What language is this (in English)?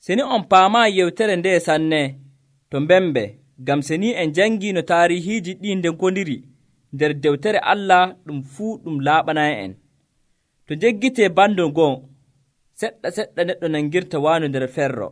Nigerian Fulfulde